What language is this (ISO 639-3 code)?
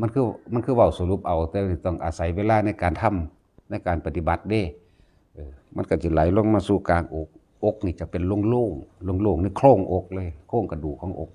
tts